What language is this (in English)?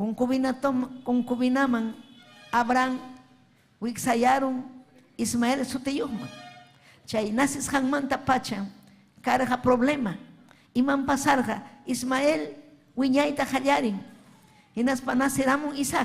Ayacucho Quechua